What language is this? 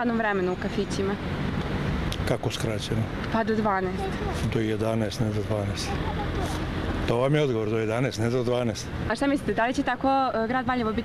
Serbian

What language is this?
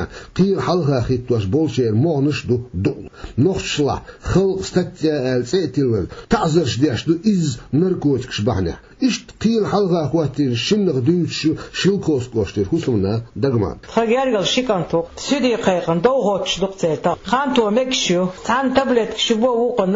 Chechen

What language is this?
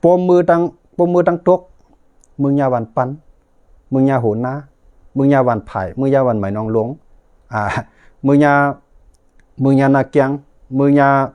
Shan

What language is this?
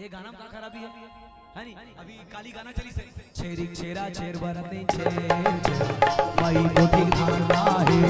Chhattisgarhi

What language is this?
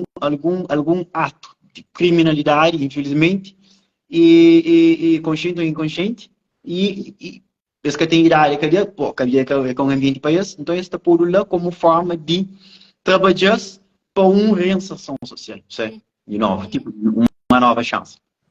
Kabuverdianu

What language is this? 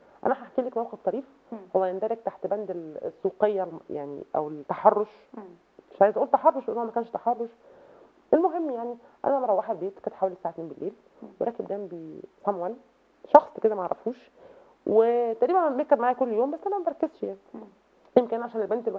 Egyptian Arabic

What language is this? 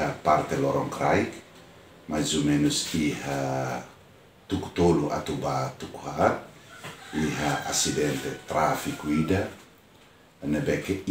Tetum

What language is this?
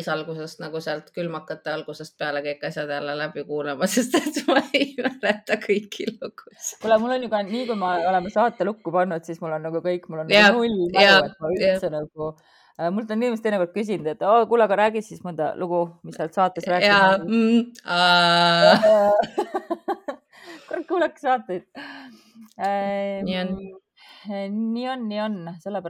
Estonian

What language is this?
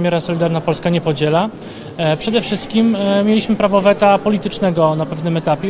Polish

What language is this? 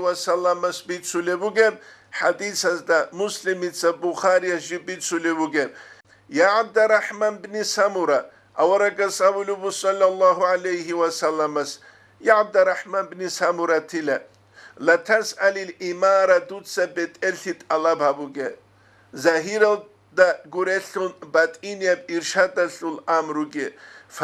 Avaric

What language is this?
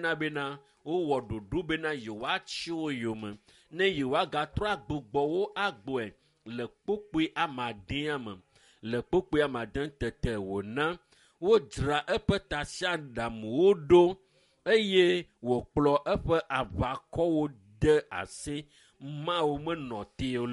Ewe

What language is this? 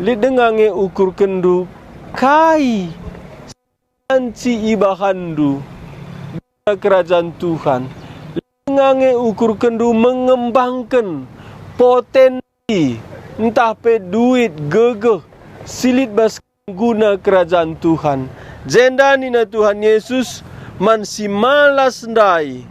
Batak Karo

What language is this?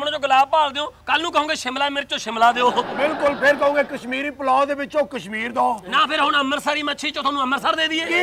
Punjabi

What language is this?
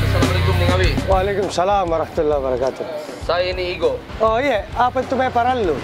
Makassar Malay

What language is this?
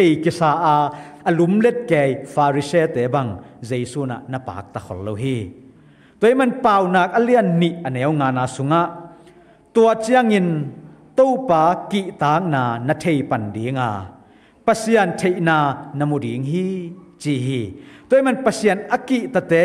Tedim Chin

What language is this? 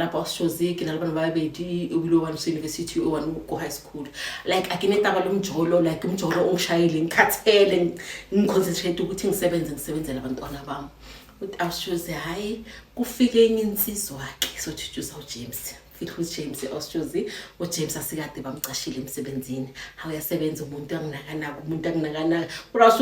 Zulu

